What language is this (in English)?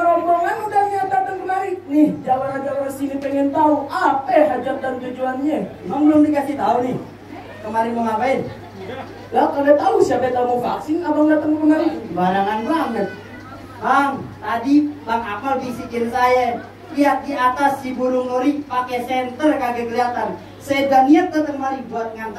Betawi